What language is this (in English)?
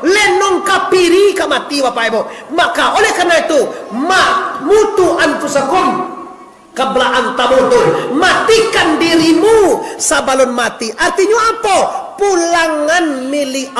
Minangkabau